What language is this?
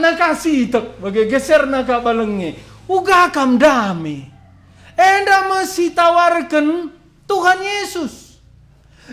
Batak Karo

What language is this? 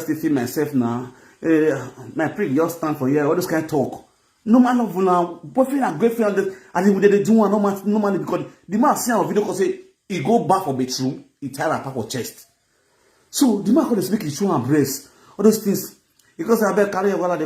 Nigerian Pidgin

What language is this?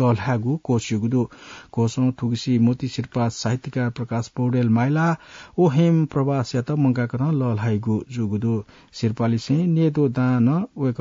Newari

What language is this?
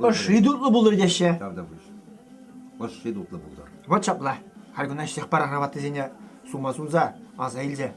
Chuvash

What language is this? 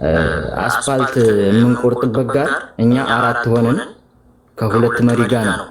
Amharic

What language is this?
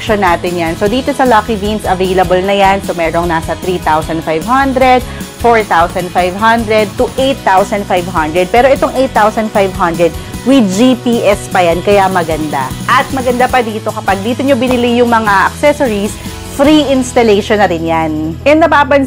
Filipino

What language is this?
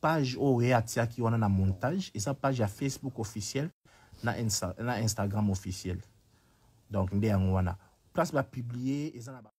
Lingala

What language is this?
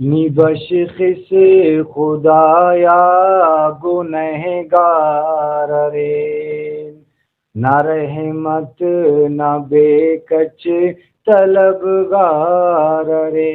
Brahui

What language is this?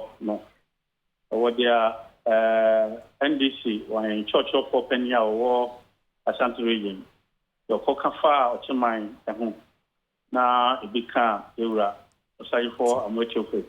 Akan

